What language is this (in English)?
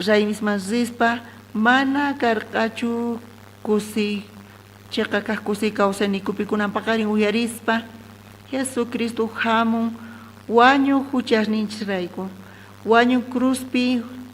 South Bolivian Quechua